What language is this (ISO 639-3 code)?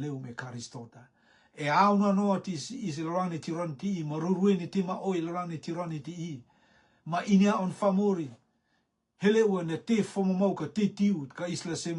rtm